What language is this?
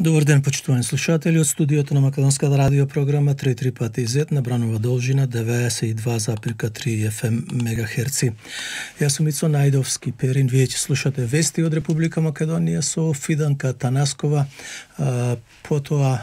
Macedonian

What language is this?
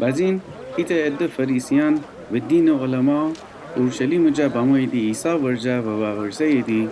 Gilaki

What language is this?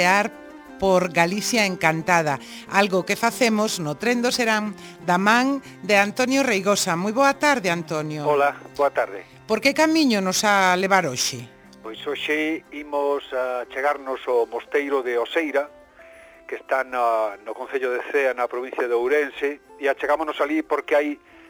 Galician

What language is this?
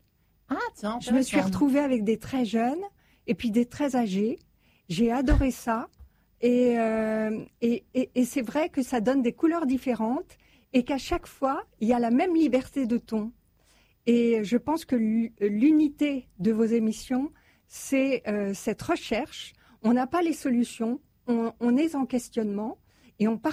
French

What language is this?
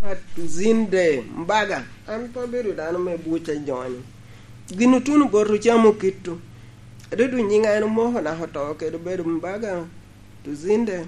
Lango (Uganda)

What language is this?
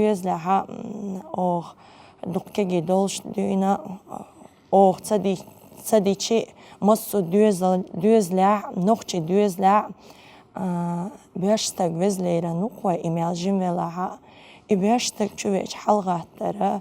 Chechen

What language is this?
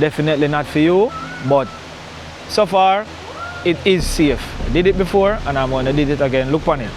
Jamaican Creole English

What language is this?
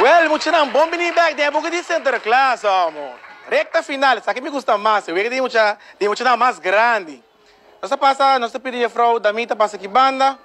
Papiamento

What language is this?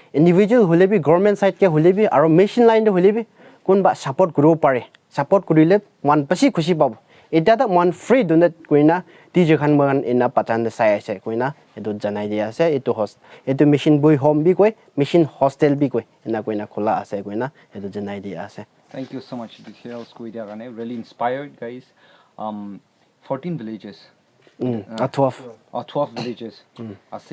Naga Pidgin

